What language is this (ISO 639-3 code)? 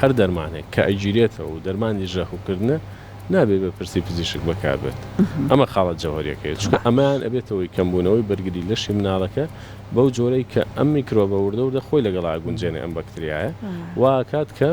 ckb